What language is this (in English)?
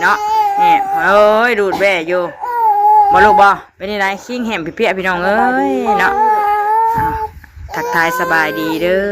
Northeastern Thai